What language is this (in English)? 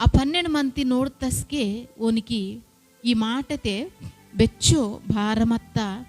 Koya